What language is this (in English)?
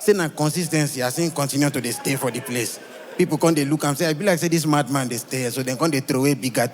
Nigerian Pidgin